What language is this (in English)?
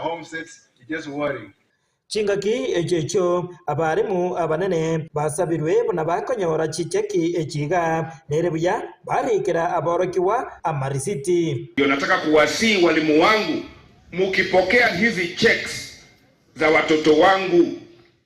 Gusii